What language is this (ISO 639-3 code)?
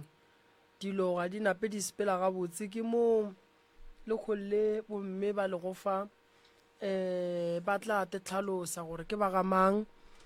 nso